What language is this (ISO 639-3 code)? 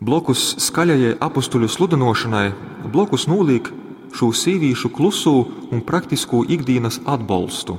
ltg